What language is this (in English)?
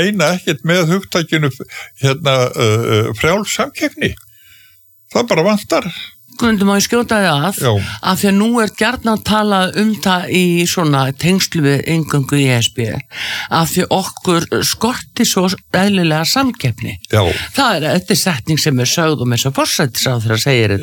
Icelandic